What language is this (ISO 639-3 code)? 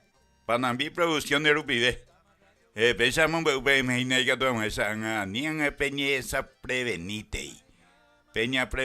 grn